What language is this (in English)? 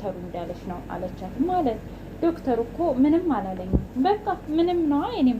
Amharic